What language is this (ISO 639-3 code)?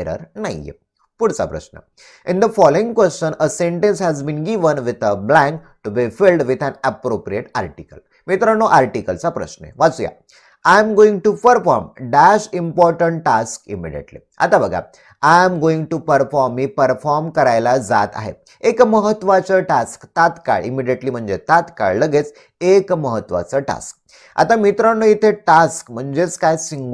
mar